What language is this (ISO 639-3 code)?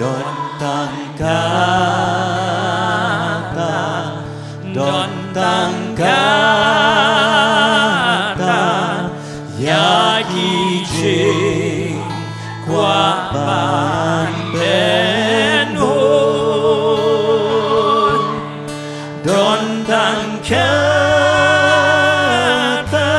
kha